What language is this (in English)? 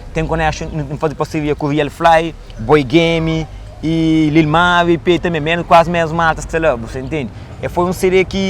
Kabuverdianu